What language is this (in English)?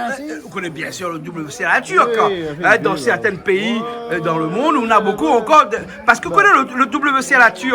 Réunion Creole French